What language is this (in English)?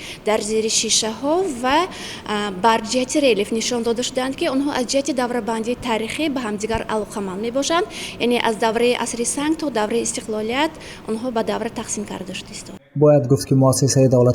Tajik